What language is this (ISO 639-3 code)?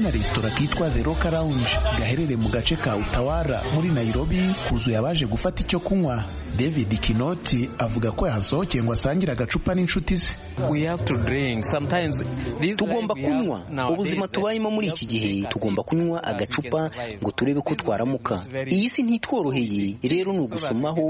kin